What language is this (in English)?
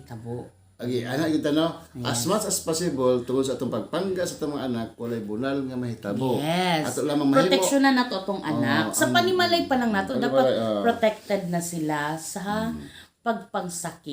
Cebuano